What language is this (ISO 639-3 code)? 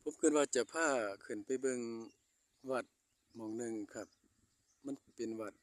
tts